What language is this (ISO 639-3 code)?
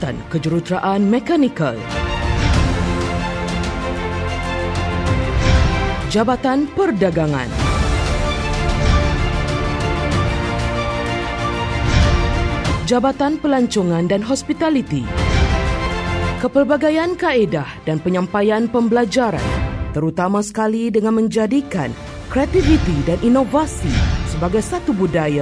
msa